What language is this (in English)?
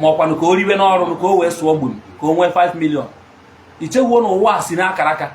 Igbo